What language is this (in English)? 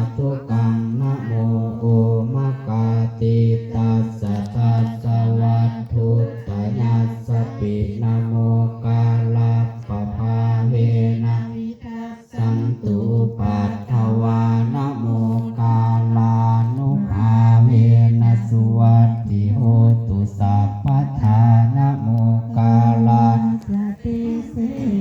Pali